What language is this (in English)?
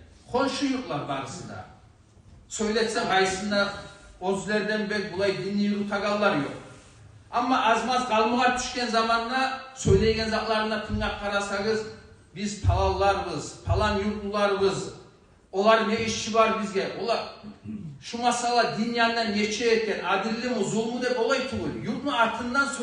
Kumyk